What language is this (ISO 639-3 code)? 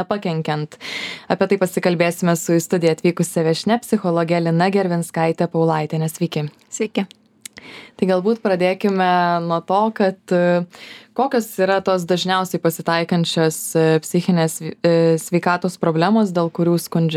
lit